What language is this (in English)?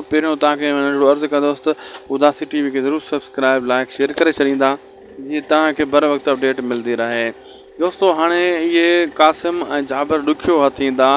Sindhi